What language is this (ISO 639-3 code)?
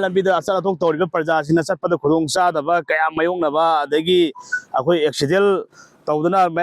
mni